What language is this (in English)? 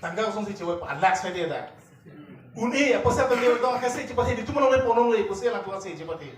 Karbi